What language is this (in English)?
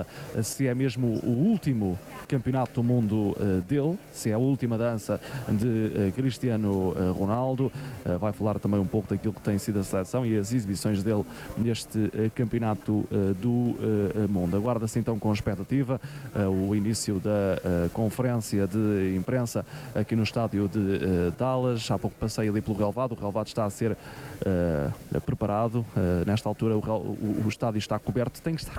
Portuguese